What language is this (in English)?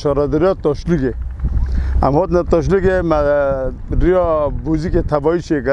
Kurdish